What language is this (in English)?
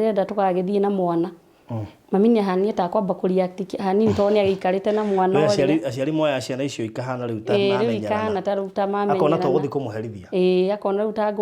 Kikuyu